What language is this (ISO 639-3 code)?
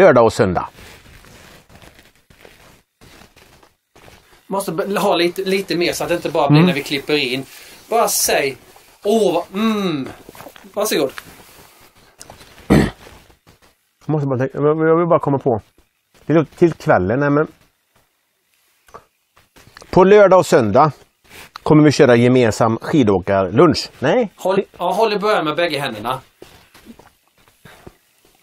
swe